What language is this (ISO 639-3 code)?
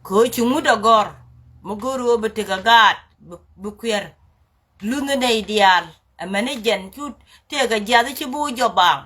nus